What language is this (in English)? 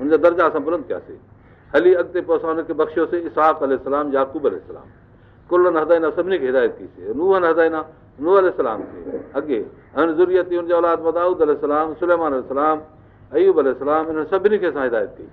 Sindhi